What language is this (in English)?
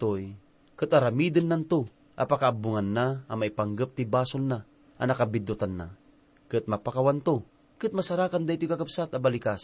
Iloko